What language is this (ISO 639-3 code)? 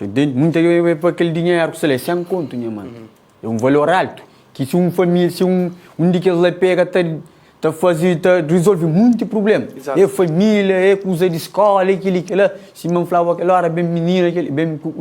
kea